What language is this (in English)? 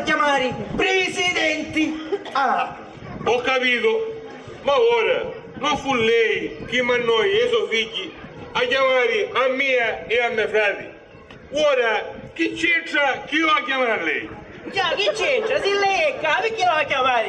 Sicilian